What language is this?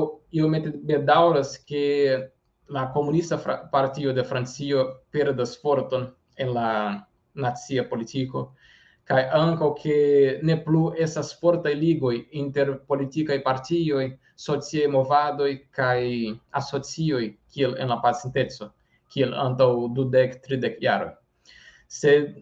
Esperanto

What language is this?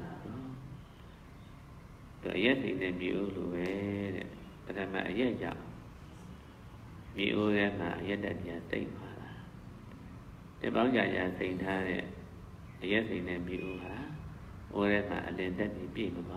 Burmese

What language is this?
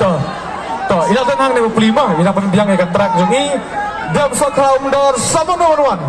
Khasi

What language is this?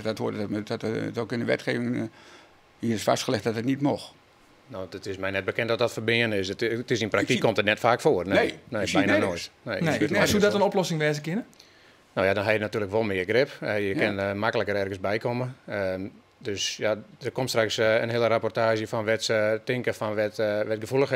Western Frisian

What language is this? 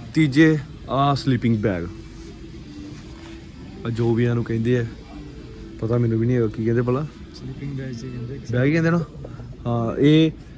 Punjabi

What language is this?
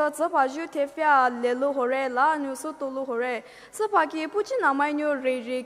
Poumei Naga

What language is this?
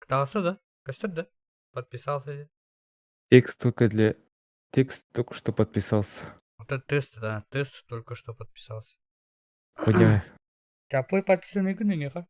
Yakut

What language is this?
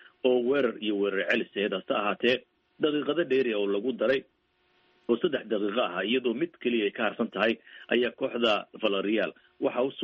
Somali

